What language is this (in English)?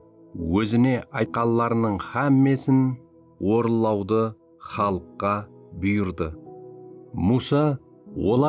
Kara-Kalpak